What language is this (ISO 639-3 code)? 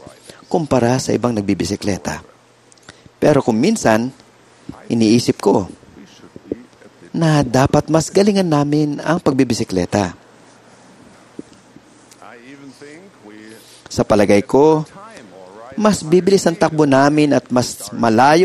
fil